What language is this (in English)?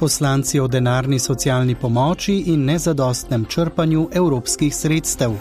Slovenian